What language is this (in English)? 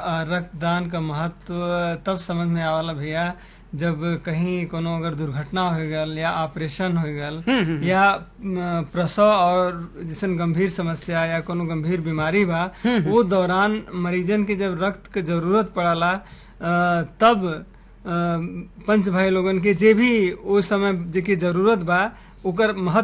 Bhojpuri